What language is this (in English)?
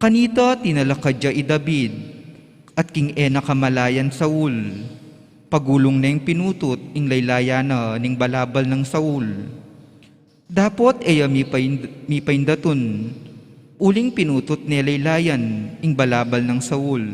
Pampanga